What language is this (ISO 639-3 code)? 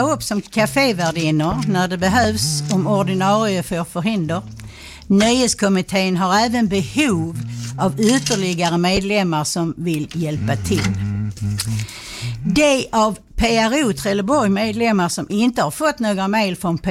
swe